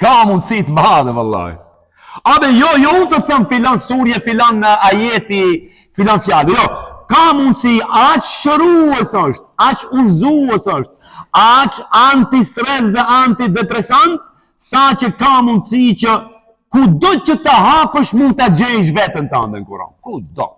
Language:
Albanian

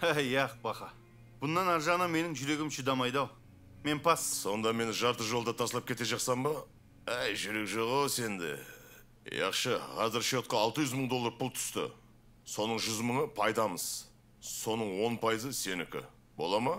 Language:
Kara-Kalpak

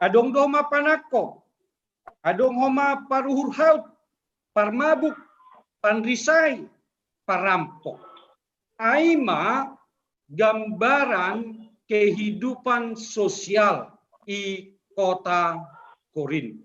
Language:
Batak Simalungun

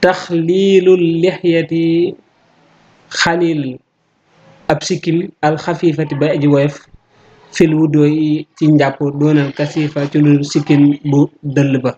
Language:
Wolof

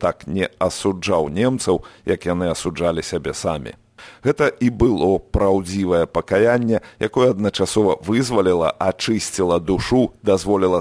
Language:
Belarusian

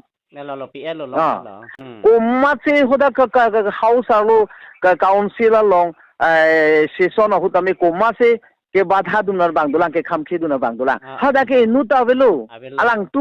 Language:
Karbi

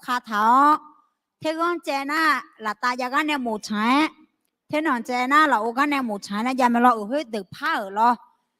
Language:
Akha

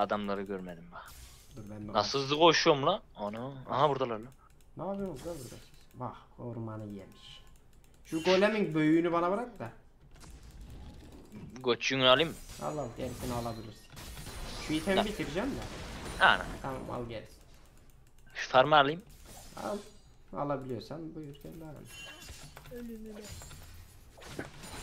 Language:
Turkish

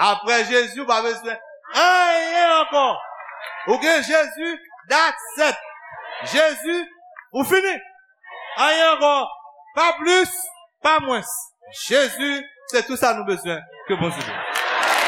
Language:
Haitian Creole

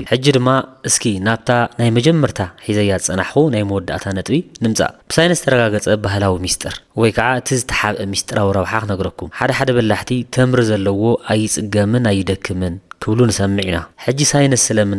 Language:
Tigrinya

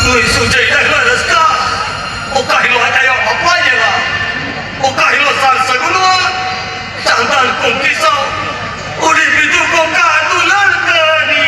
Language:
Santali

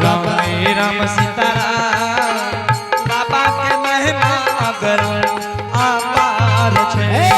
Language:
Angika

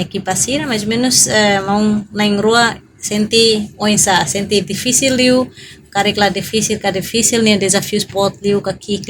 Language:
Tetum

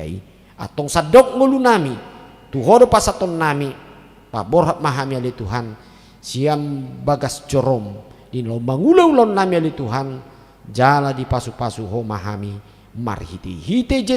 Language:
Batak Toba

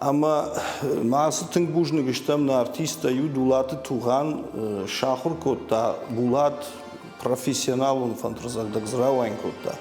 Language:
Ossetic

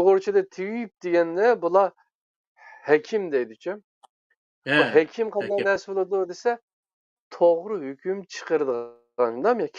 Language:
Uyghur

